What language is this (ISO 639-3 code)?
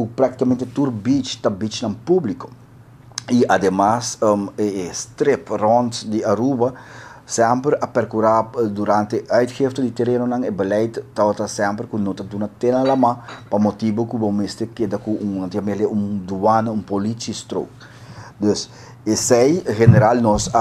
pap